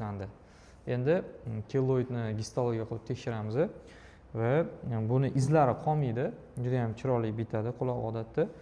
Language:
Uzbek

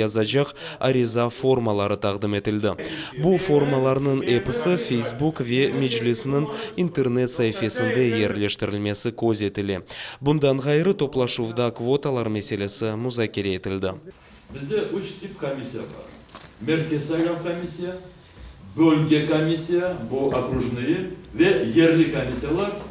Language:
Crimean Tatar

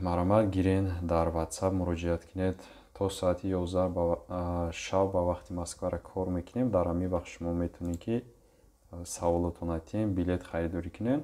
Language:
Tajik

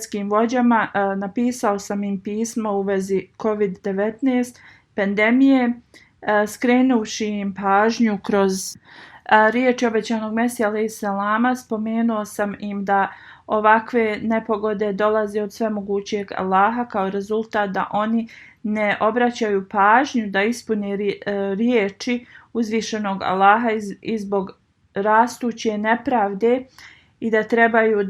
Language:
Bosnian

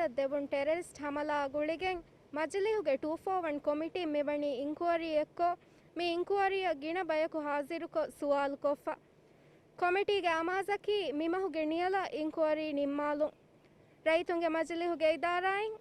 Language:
Divehi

